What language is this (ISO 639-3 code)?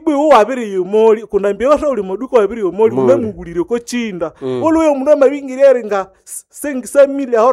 nnb